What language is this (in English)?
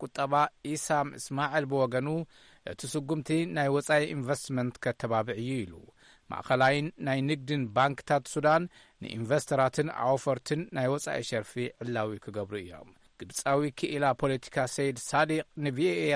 Tigrinya